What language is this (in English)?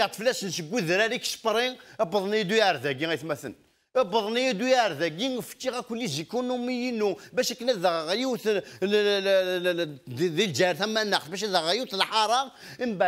Kabyle